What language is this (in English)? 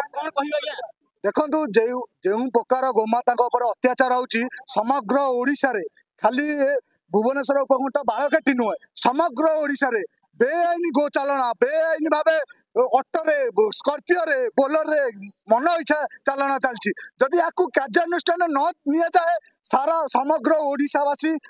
Odia